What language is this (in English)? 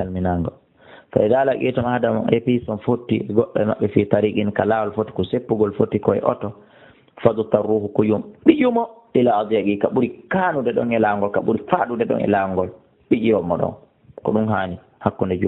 Fula